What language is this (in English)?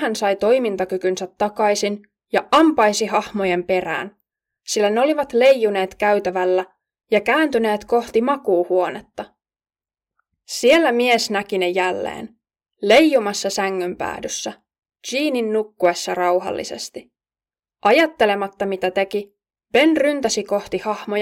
Finnish